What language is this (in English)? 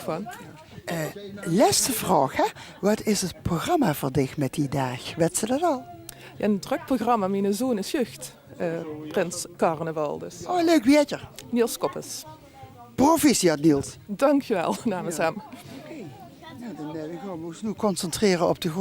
Limburgish